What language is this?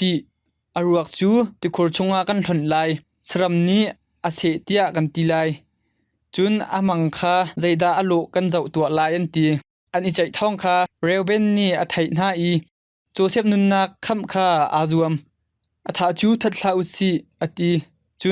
Hakha Chin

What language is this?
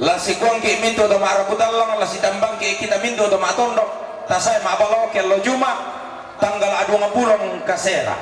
Toraja-Sa'dan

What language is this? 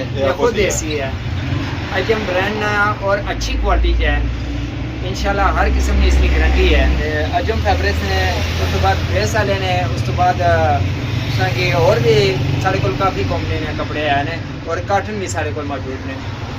Pahari-Potwari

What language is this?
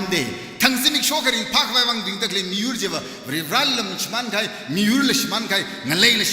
Tangkhul Naga (India)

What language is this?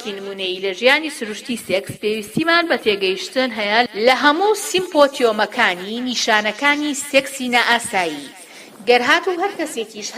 Central Kurdish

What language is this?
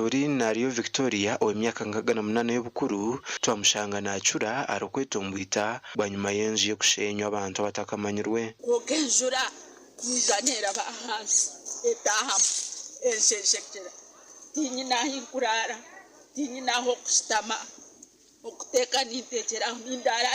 Nyankole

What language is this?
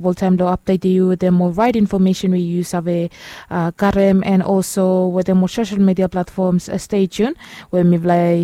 Bislama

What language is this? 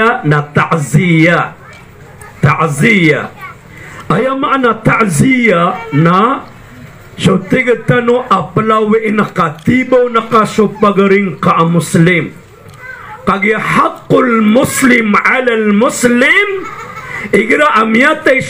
Maranao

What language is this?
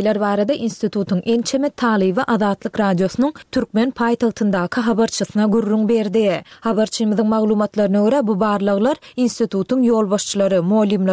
Turkmen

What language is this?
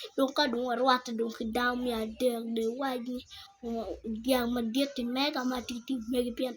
Acoli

